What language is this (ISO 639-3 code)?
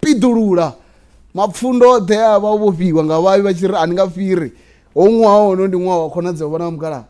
ven